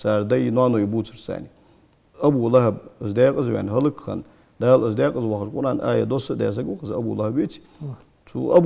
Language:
Ingush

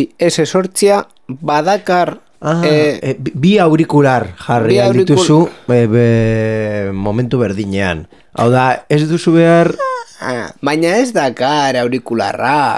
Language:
Basque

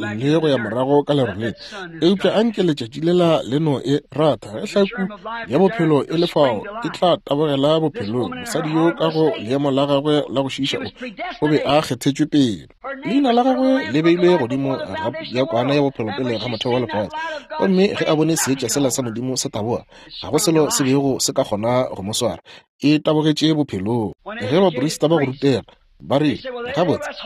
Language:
Northern Sotho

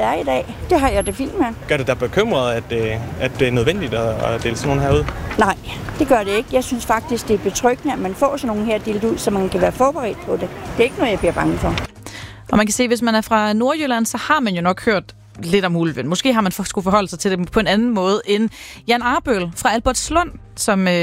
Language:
Danish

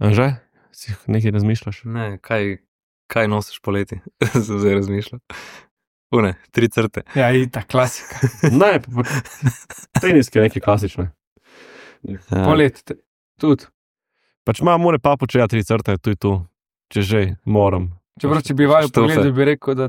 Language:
Slovenian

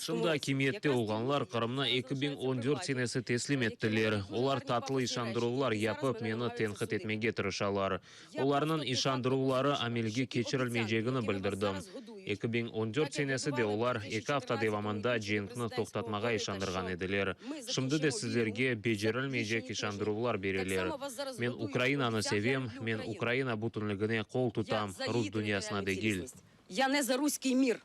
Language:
Crimean Tatar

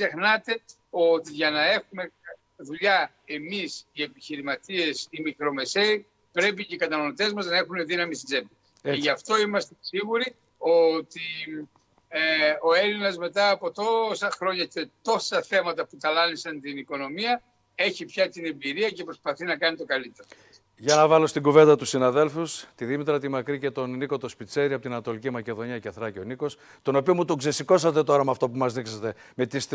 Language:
Greek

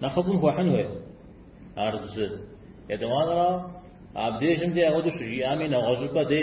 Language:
Kabardian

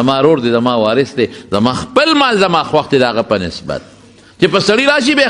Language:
Pashto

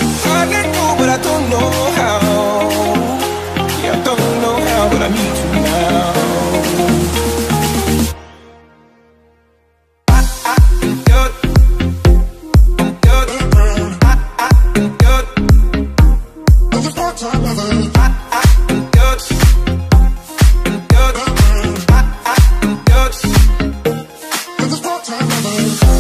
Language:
English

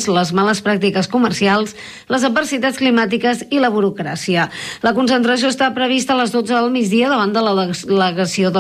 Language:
Catalan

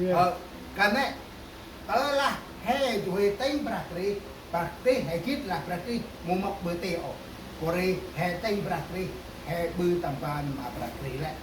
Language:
Central Mnong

